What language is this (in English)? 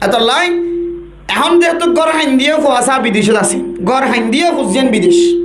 Rohingya